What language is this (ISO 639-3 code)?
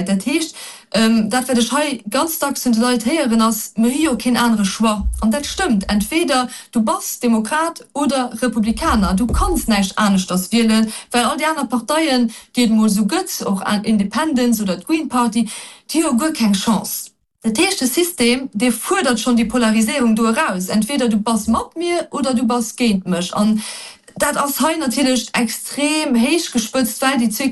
ltz